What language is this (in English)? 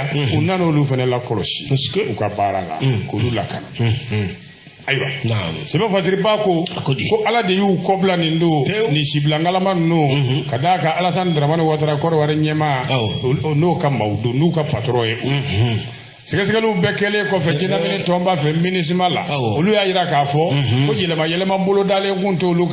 Bambara